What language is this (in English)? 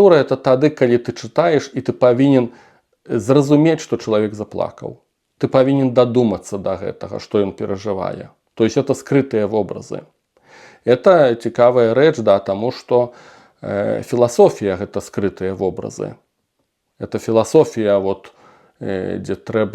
Belarusian